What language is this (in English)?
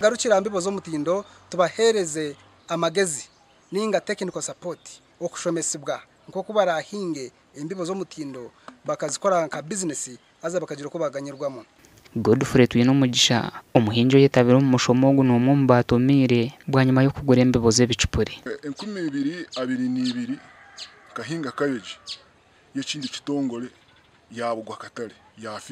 Nyankole